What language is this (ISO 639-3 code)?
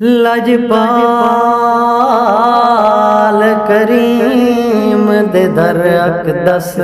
skr